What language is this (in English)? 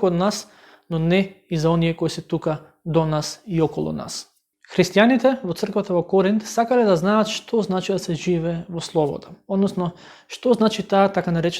Macedonian